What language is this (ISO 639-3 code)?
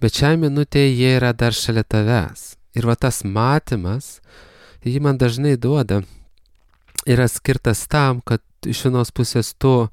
lit